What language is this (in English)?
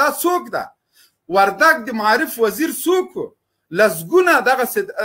Pashto